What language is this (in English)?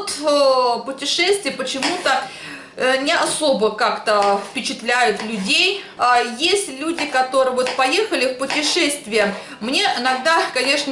Russian